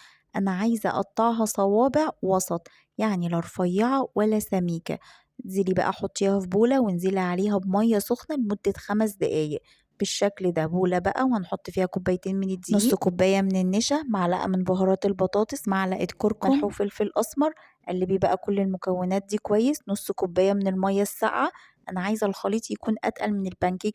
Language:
Egyptian Arabic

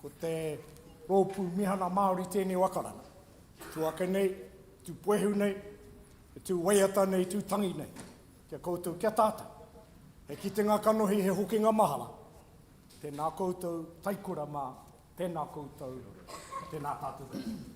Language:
Māori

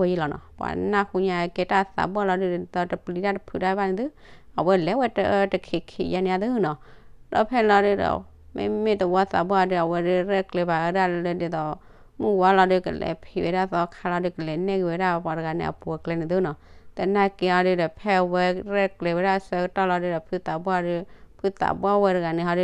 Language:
S'gaw Karen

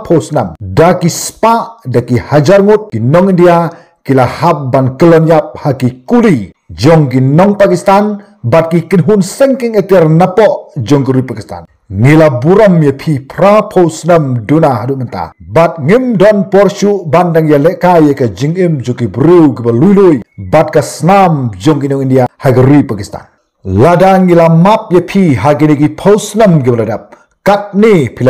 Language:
Khasi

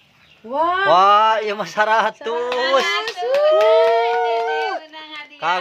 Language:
Sundanese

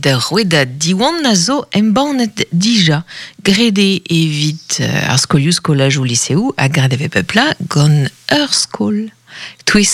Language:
Breton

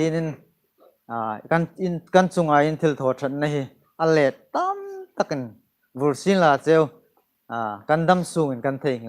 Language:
Hmar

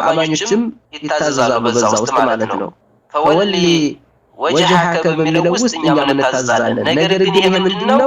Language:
Amharic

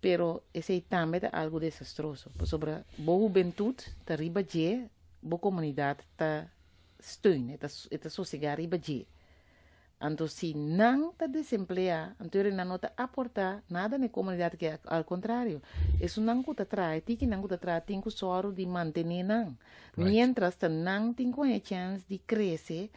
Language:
Papiamento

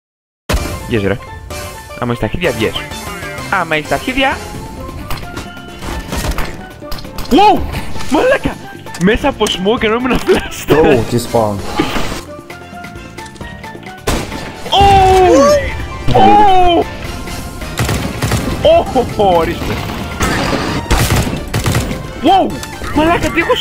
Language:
Greek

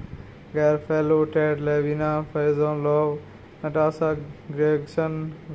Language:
English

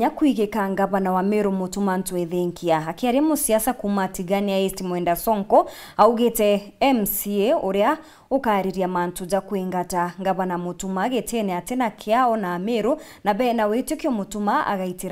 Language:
Meru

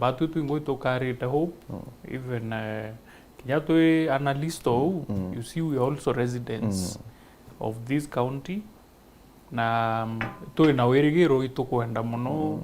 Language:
Meru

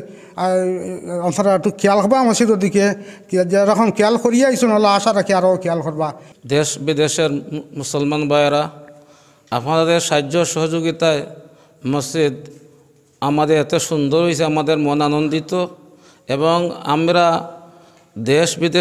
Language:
Sylheti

